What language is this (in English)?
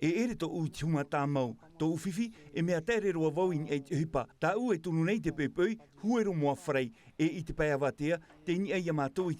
Tahitian